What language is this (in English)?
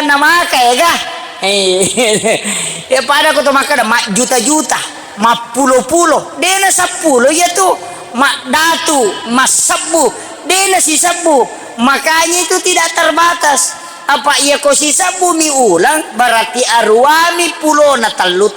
Buginese